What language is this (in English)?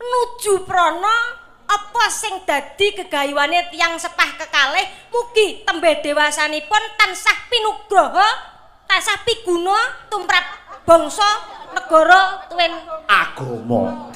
Javanese